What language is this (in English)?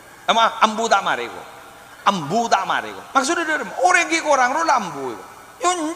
Madurese